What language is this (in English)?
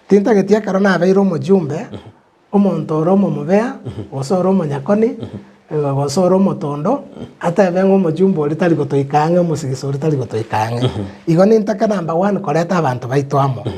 Gusii